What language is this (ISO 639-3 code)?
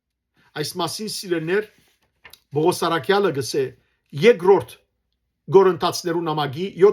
hyw